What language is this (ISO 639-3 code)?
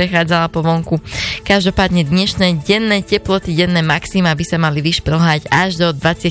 slk